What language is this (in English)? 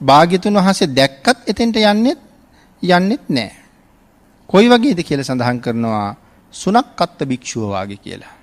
Sinhala